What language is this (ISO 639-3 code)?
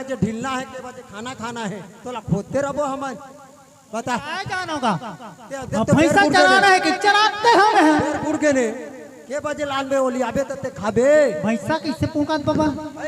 hne